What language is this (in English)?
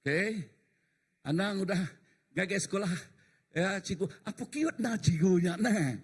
Iban